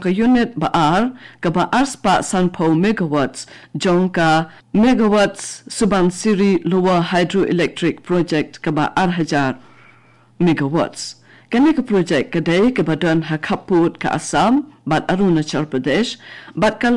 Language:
Khasi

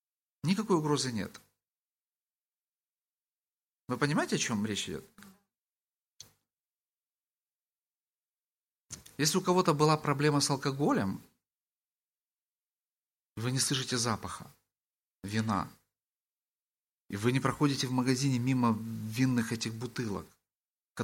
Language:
Russian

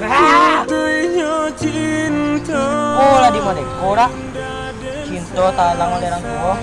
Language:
Minangkabau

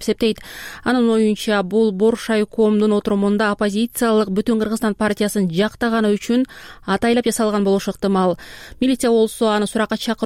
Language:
Kyrgyz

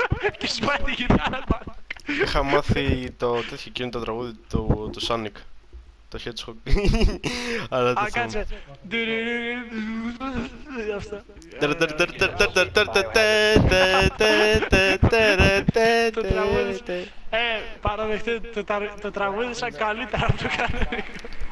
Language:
Greek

